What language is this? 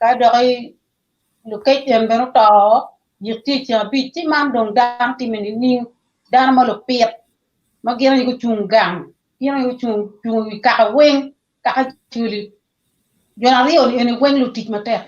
Acoli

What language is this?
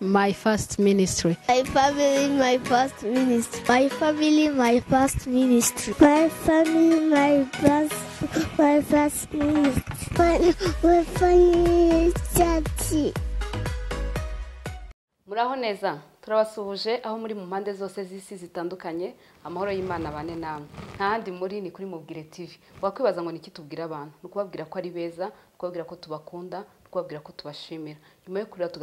Kinyarwanda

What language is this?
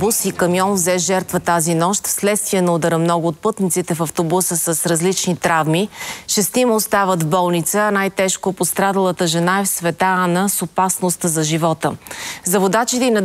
Bulgarian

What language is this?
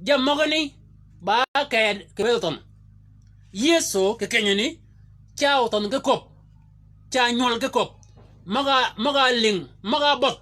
Shilluk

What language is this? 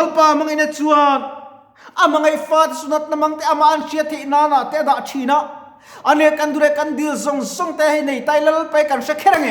Mizo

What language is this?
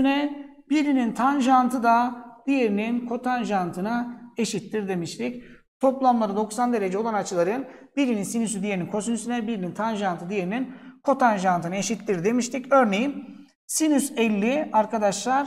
Turkish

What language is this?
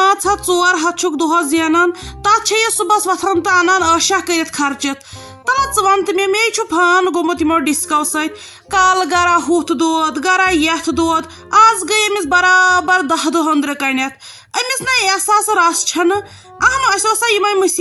Kashmiri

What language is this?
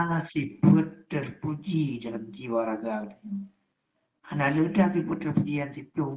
Achinese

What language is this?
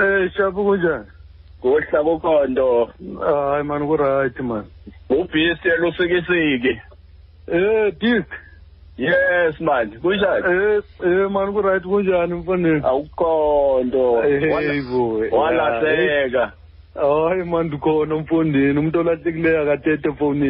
Xhosa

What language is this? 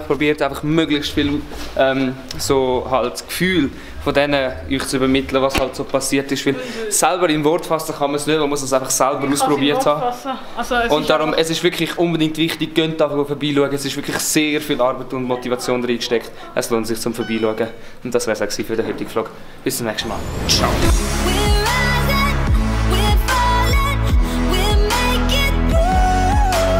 Swiss German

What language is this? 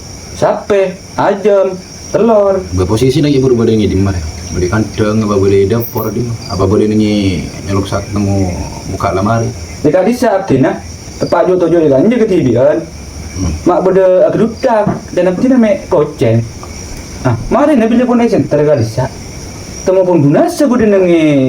Madurese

